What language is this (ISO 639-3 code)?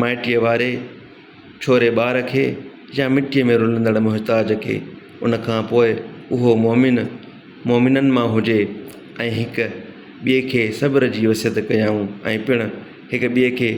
snd